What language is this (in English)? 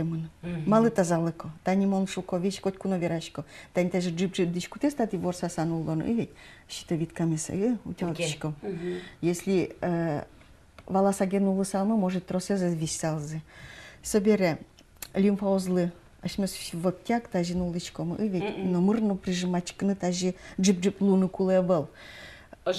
Udmurt